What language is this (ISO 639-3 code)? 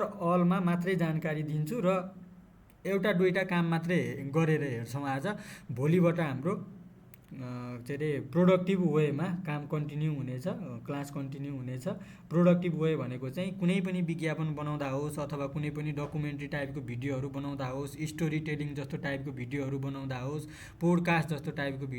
nep